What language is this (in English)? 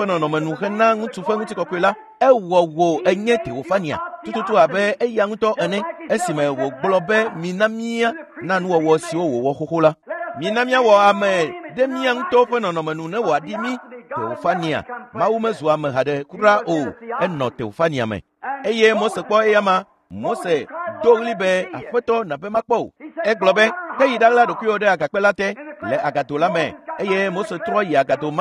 Ewe